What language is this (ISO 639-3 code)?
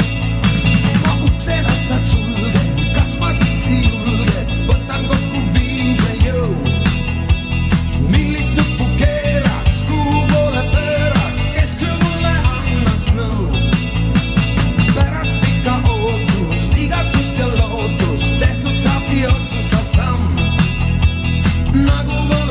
est